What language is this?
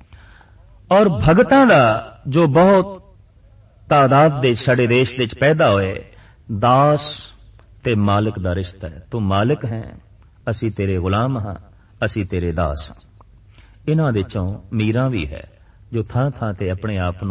Punjabi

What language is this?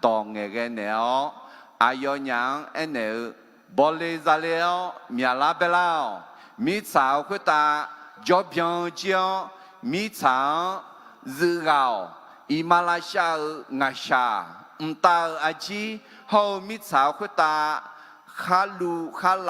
Akha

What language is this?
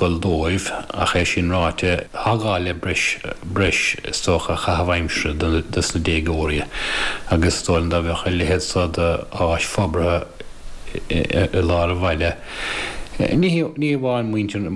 Irish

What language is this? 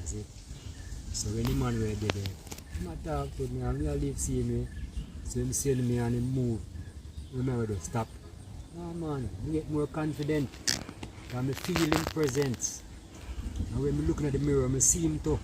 Jamaican Creole English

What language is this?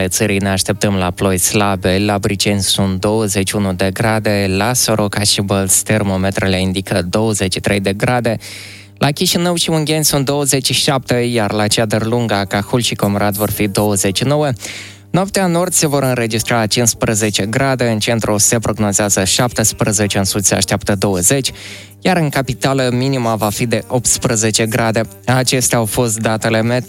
Romanian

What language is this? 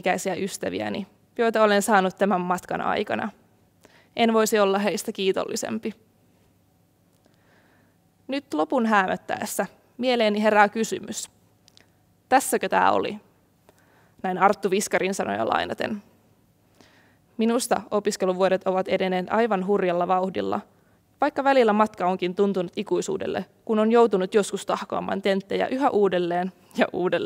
Finnish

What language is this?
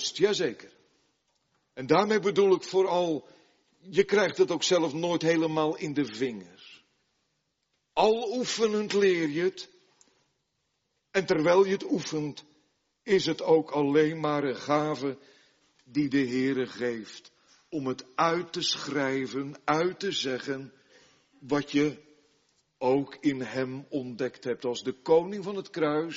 Dutch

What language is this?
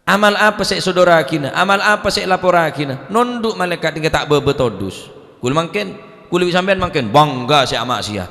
Madurese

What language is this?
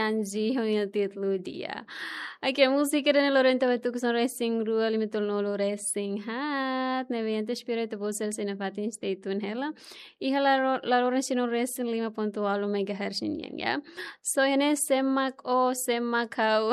Tetum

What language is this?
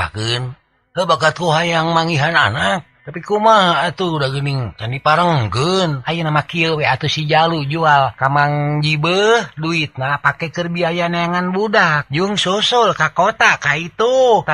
Sundanese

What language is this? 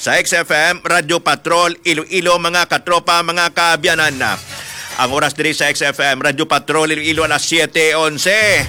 Hiligaynon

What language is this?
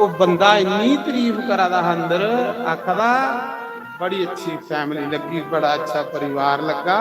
Dogri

